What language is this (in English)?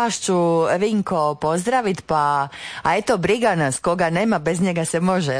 Croatian